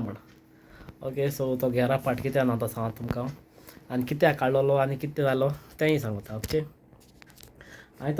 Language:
Konkani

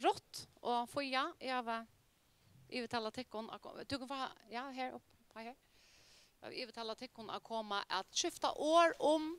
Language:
Faroese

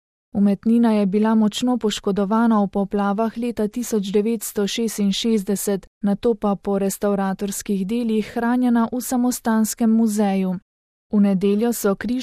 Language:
Slovenian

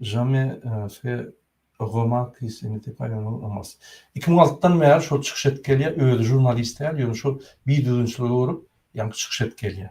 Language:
Turkmen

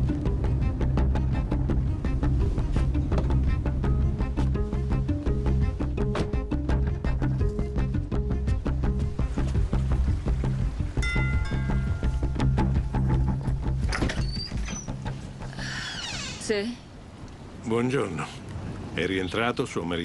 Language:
Italian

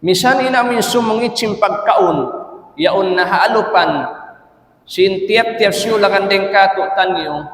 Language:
Tausug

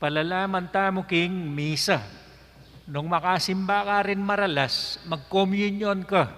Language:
Pampanga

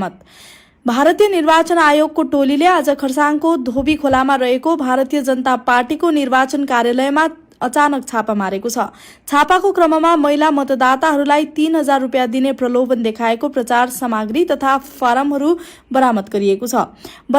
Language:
Nepali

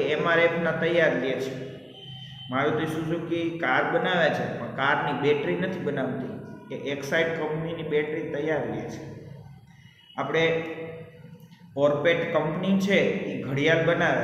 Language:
Gujarati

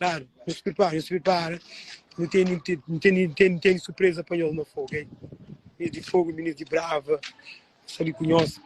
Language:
Kabuverdianu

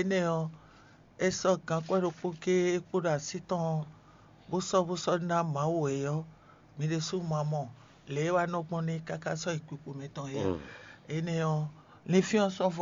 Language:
Fon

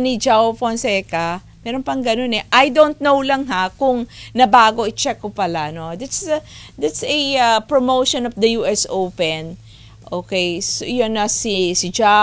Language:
Filipino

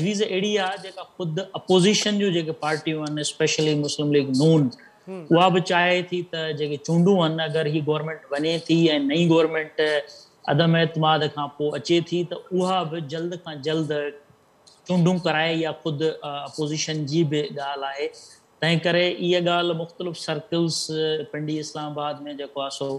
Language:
Sindhi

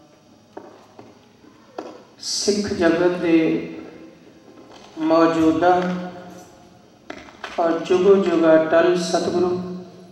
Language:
Punjabi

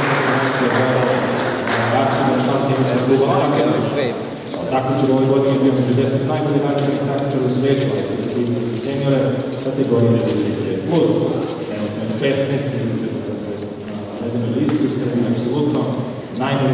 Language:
Serbian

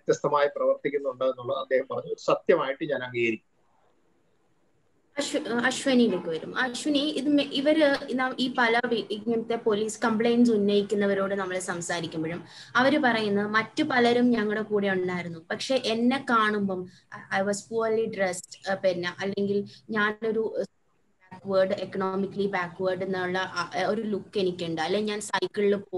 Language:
Malayalam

